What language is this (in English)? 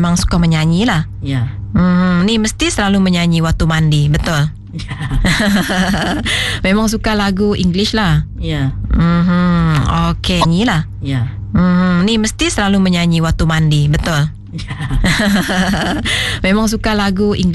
Malay